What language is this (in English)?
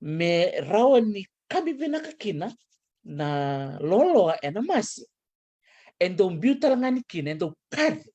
Fijian